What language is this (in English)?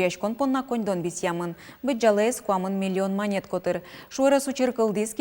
Udmurt